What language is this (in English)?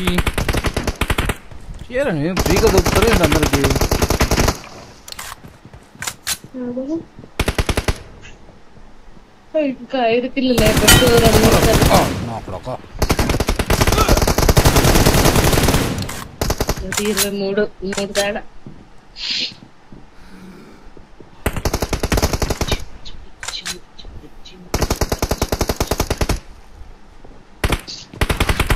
Telugu